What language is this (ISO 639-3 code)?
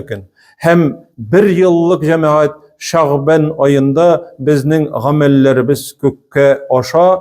tat